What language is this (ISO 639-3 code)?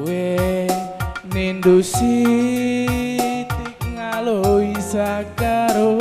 btx